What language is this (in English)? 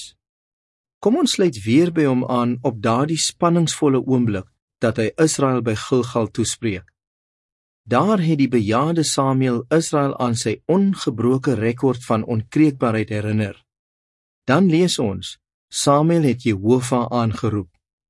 Afrikaans